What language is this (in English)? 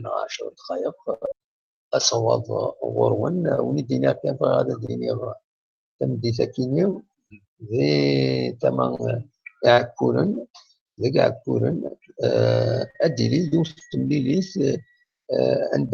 Kabyle